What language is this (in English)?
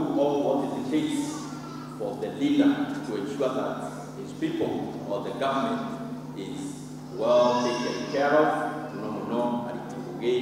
Meru